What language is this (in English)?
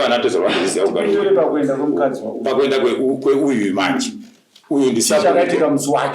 Shona